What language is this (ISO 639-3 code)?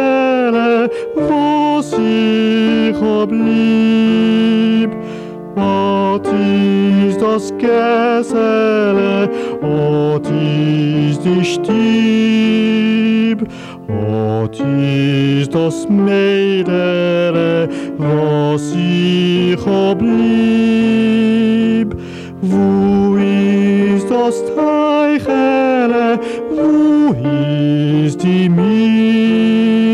yid